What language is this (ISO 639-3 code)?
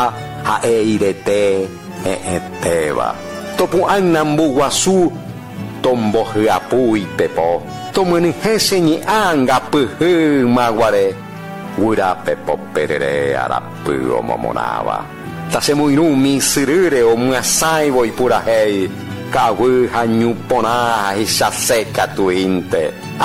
grn